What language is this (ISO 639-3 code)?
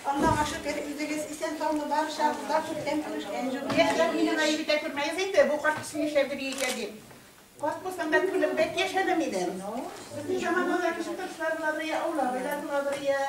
tat